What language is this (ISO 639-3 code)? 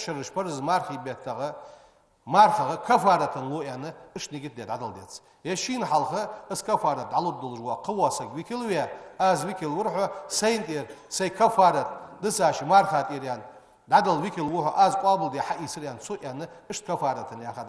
inh